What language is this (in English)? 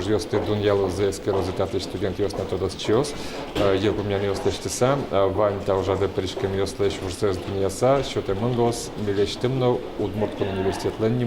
Udmurt